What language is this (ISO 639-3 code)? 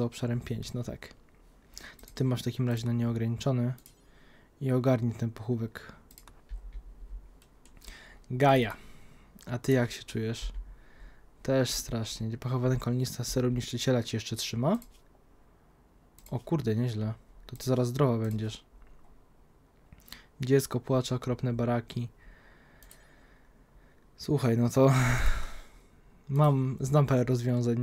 pol